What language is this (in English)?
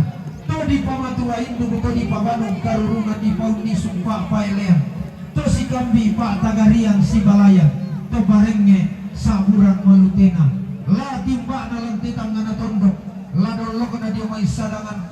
Toraja-Sa'dan